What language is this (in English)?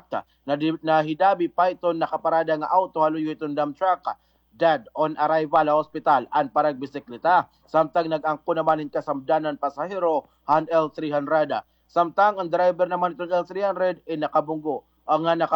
Waray